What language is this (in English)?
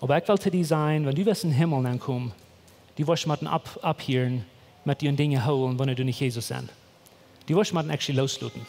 Plautdietsch